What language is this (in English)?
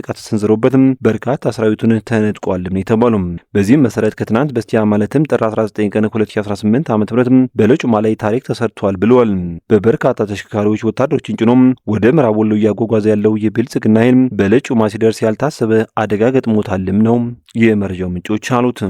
Amharic